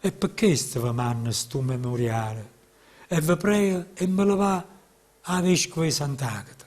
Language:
Neapolitan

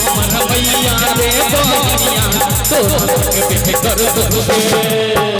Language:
Maithili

